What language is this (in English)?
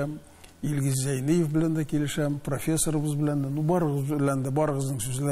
Tatar